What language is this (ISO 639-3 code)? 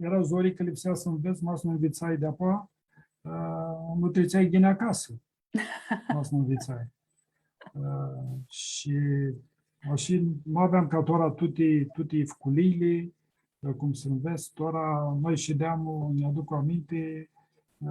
rup